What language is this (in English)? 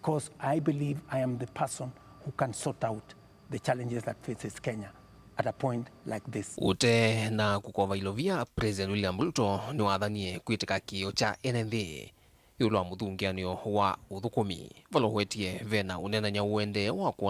Kamba